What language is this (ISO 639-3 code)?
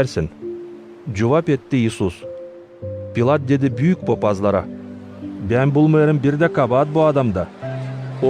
gag